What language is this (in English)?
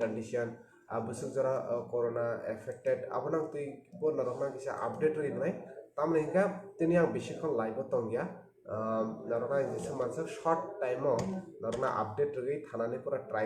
Kok Borok